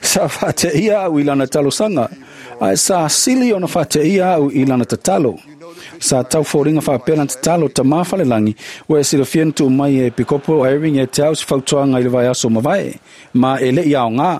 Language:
Samoan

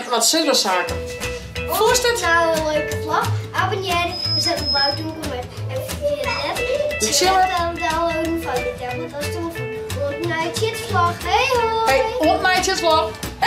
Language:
Western Frisian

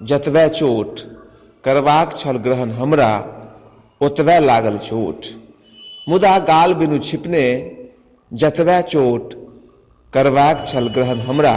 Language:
Maithili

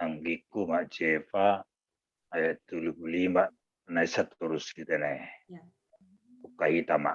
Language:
Batak Simalungun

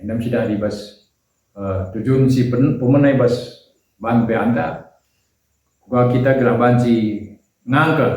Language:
Batak Karo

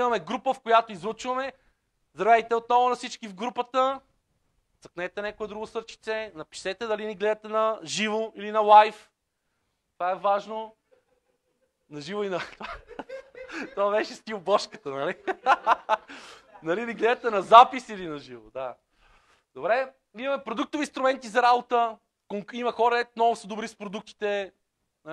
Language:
Bulgarian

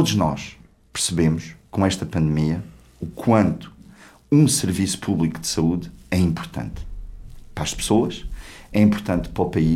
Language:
Portuguese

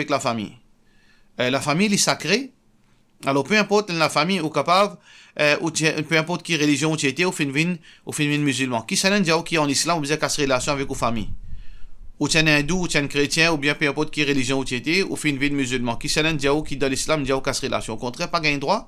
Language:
Morisyen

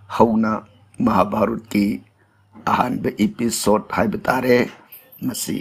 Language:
Manipuri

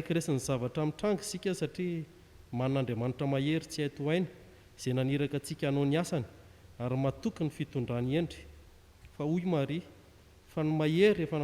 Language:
Malagasy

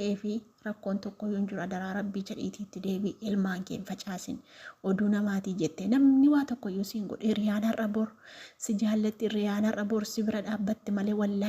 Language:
Oromo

